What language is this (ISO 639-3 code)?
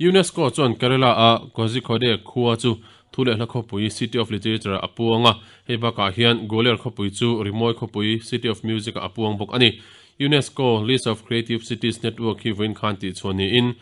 lus